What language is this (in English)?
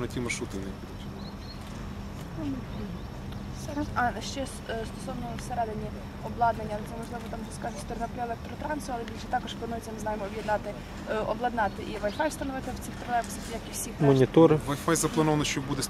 Ukrainian